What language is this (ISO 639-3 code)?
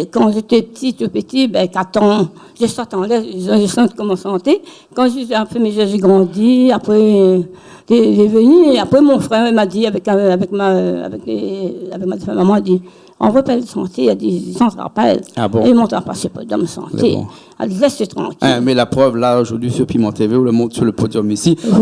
rcf